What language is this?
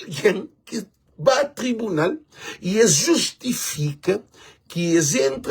Kabuverdianu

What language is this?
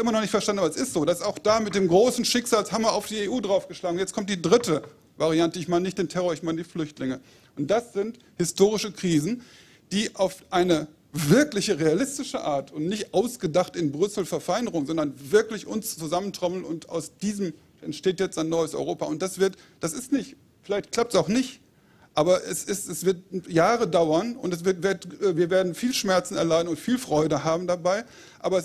German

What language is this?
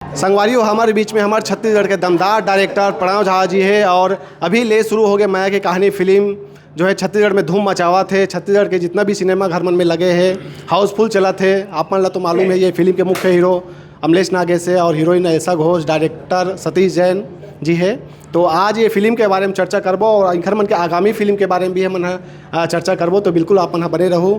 Chhattisgarhi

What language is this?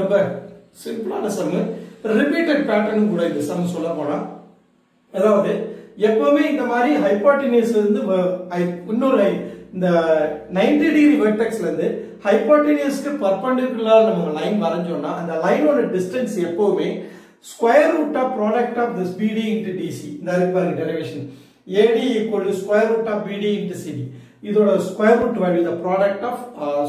Tamil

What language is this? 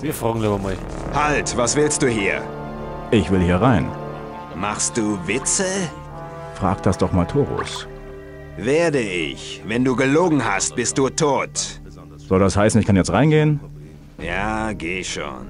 Bavarian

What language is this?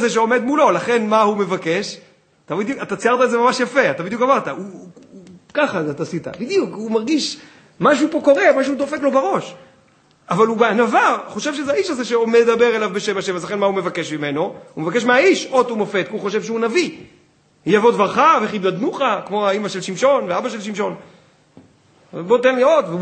Hebrew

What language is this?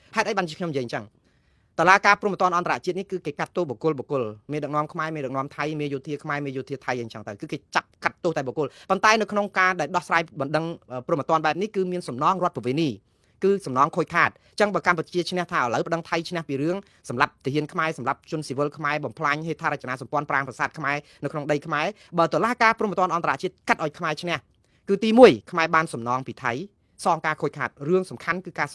Khmer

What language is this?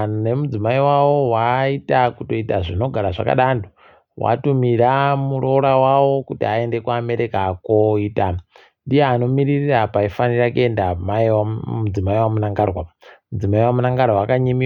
Ndau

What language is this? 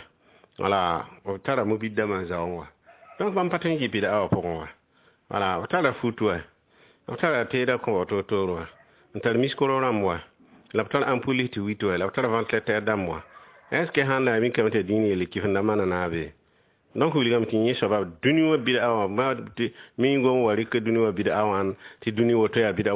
Mossi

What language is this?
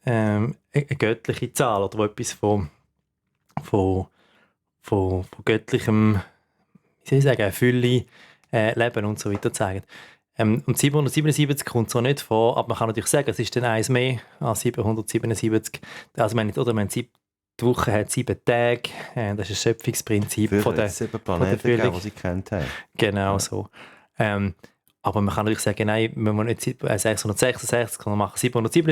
Swiss German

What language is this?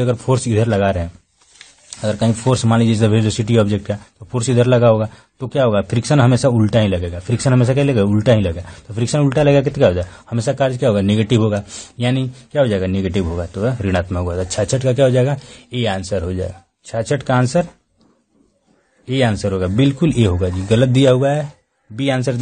Hindi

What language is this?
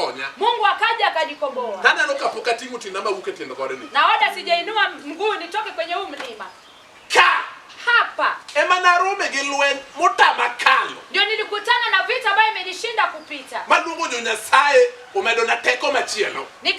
Luo (Kenya and Tanzania)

